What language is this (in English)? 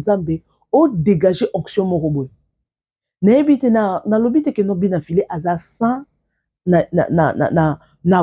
Lingala